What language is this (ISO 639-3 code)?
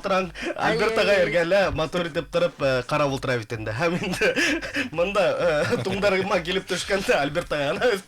bak